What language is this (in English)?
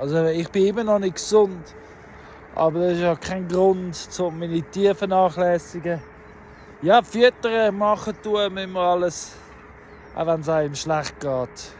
Swiss German